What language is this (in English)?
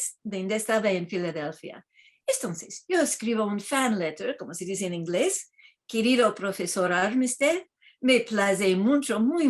Ladino